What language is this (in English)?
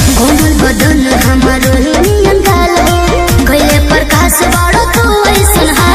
Bhojpuri